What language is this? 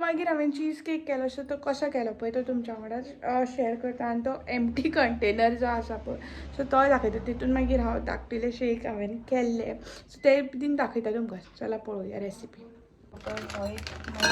Konkani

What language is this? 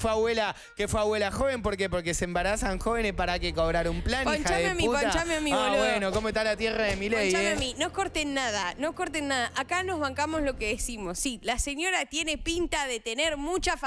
Spanish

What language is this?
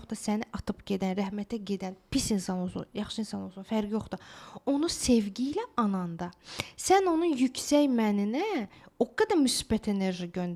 Azerbaijani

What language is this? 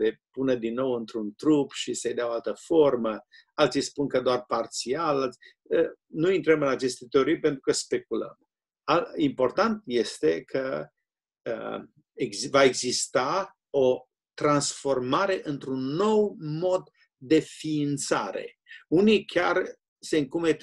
Romanian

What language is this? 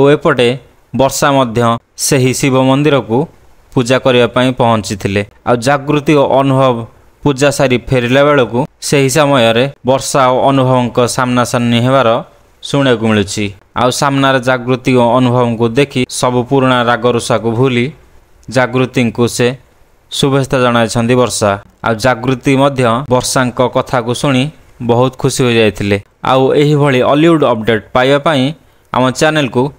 Odia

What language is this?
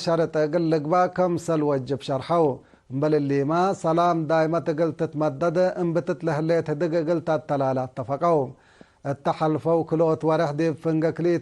Tigre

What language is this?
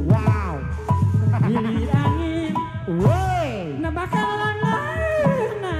Sundanese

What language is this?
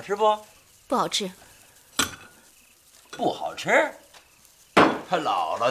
Chinese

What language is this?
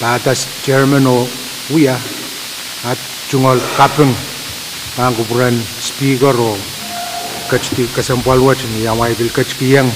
Pohnpeian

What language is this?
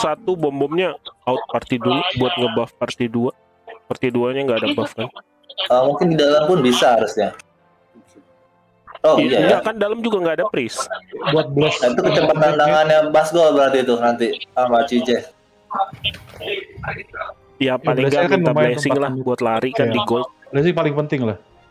Indonesian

